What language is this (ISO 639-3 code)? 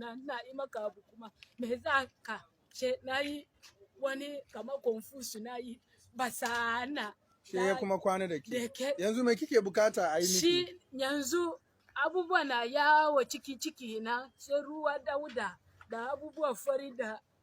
hau